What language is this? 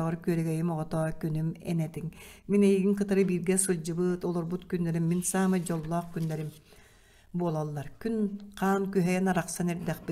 Yakut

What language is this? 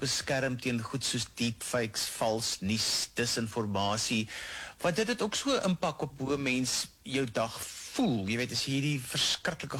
Afrikaans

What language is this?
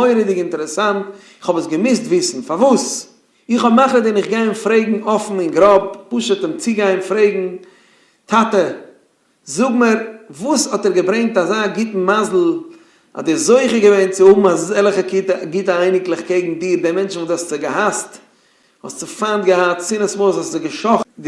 Yiddish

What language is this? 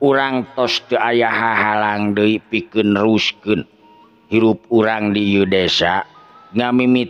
Sundanese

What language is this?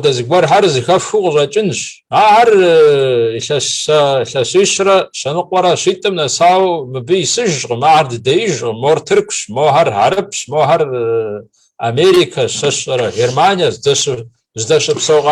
Kabardian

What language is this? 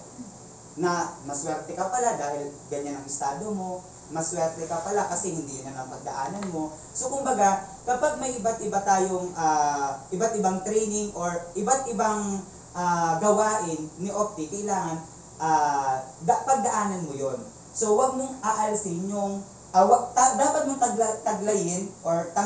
Filipino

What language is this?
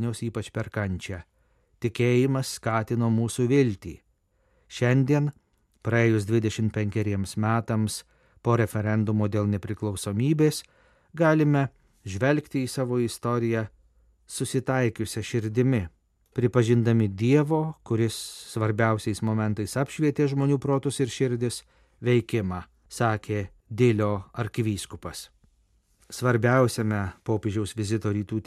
Lithuanian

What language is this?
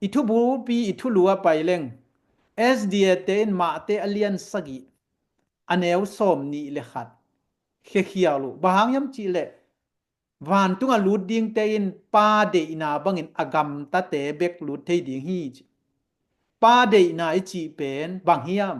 Tedim Chin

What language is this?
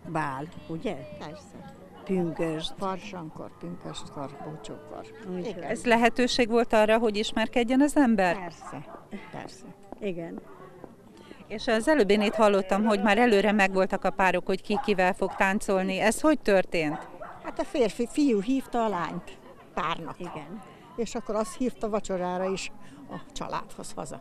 Hungarian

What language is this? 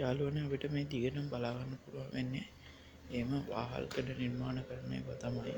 Sinhala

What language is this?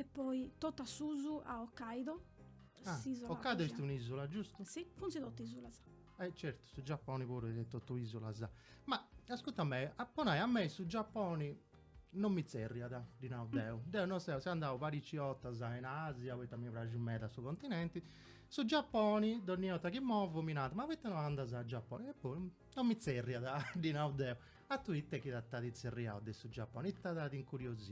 Sardinian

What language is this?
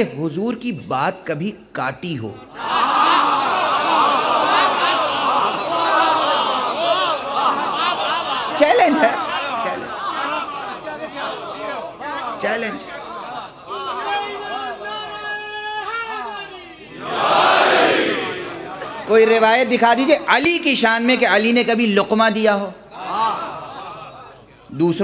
Urdu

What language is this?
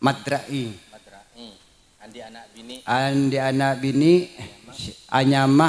Madurese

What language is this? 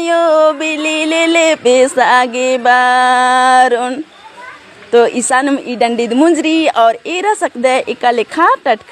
Kurukh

